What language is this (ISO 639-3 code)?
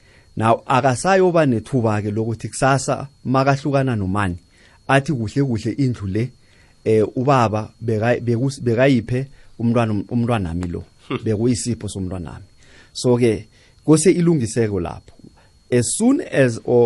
nbl